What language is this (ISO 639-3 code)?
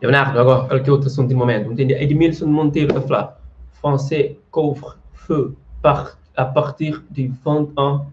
kea